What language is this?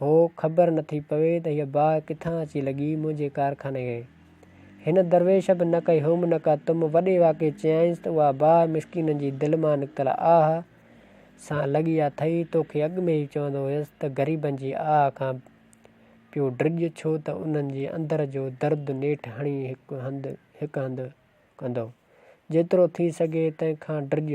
Sindhi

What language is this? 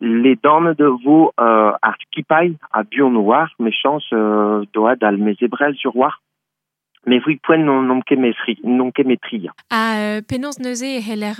Breton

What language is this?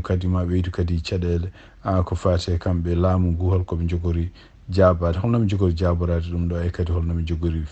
Fula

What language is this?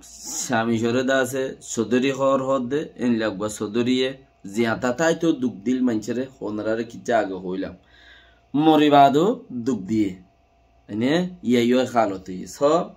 Rohingya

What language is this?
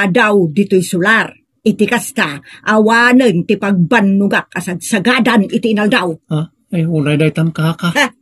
Iloko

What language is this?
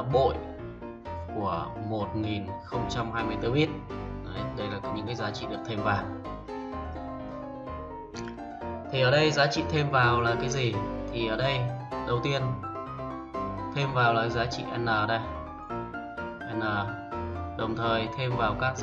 Vietnamese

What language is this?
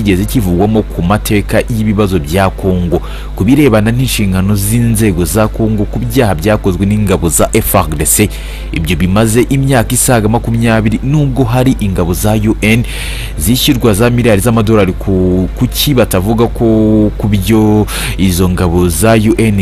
Kinyarwanda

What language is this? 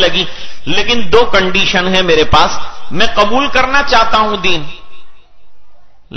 Urdu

